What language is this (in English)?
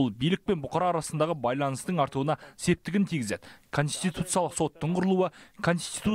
Kazakh